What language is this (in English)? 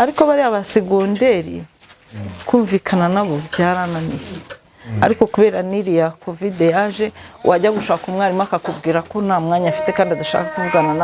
Kinyarwanda